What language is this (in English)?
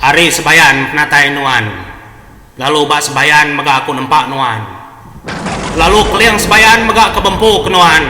Iban